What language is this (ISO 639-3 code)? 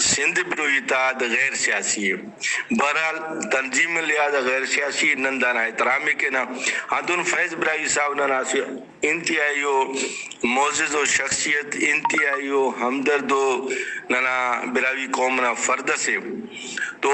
brh